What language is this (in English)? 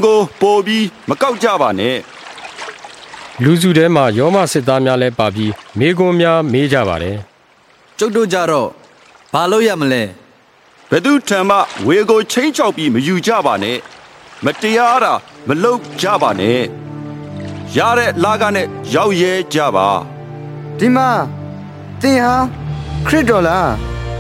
Burmese